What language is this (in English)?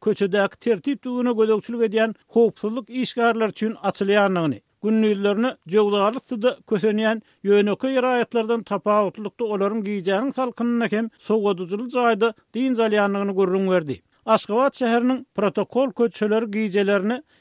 Turkmen